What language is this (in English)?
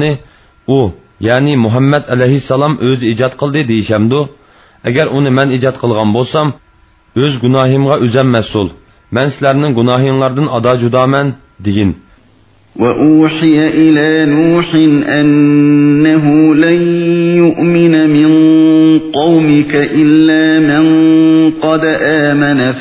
Uyghur